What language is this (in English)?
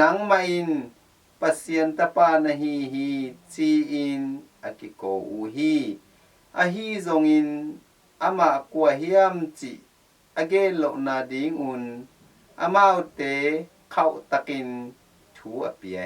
Tedim Chin